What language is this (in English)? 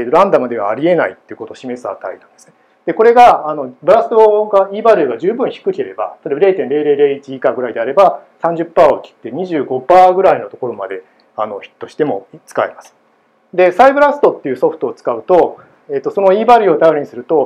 Japanese